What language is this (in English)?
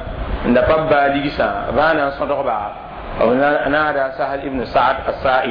Mossi